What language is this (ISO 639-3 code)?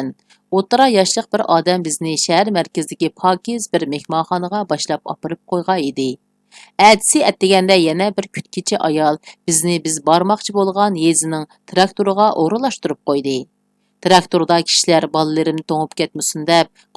uig